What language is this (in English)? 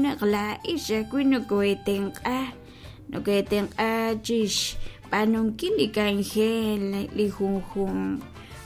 Kekchí